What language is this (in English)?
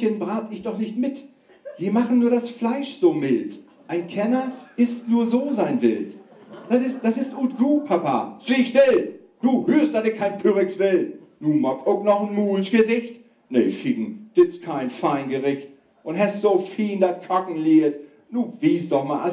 Low German